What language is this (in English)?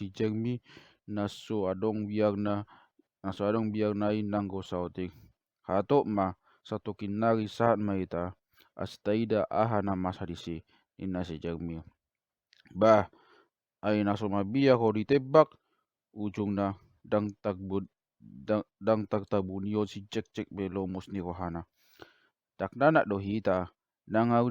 Batak Toba